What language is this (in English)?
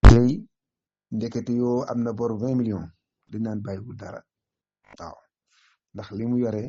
Wolof